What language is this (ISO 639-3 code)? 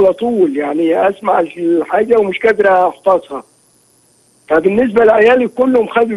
arz